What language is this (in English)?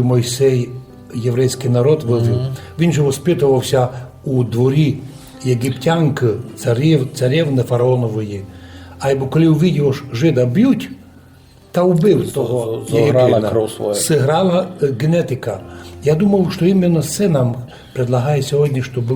Rusyn